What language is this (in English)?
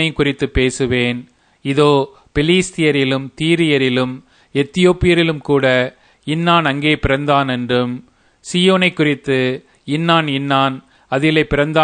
Tamil